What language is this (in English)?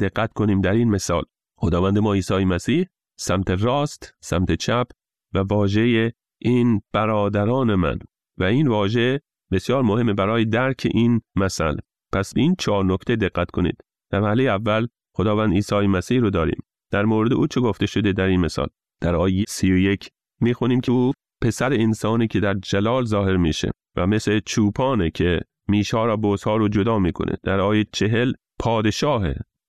Persian